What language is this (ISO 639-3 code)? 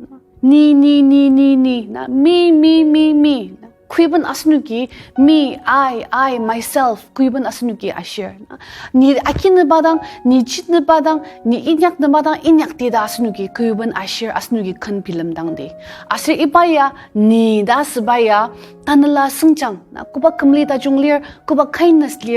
njo